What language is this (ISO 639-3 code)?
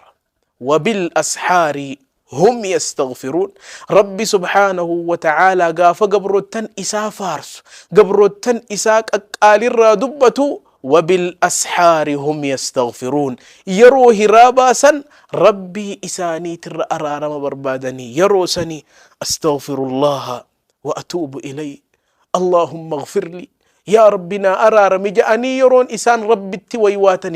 orm